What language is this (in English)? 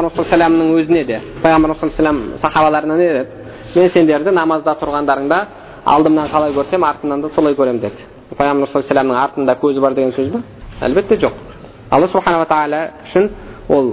Kazakh